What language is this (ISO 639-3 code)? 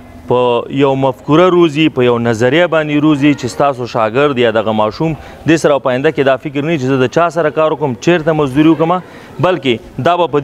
pus